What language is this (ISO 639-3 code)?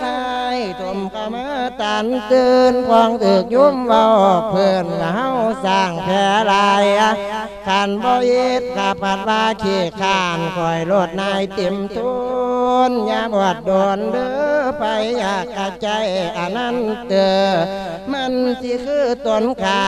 lao